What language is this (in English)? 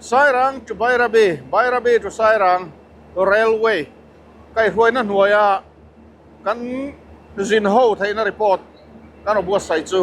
Mizo